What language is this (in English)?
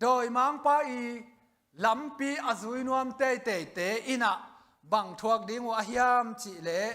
Tedim Chin